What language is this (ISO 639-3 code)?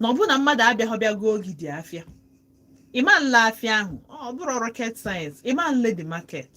ibo